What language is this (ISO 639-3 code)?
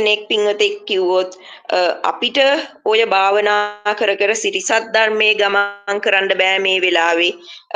sin